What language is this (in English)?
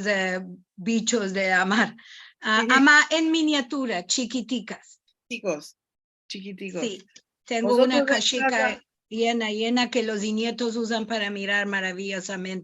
Ladino